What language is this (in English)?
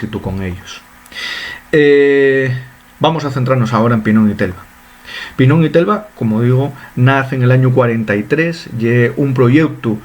Asturian